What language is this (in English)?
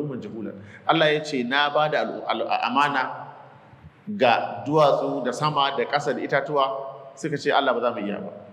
Hausa